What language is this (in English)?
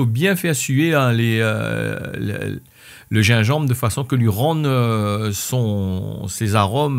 Réunion Creole French